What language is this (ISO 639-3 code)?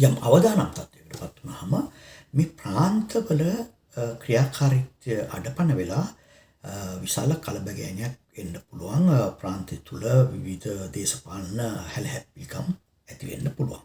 sin